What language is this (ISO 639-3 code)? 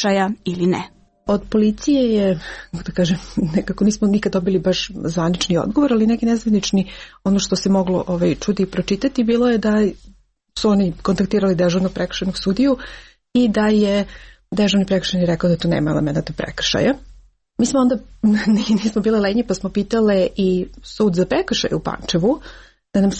srp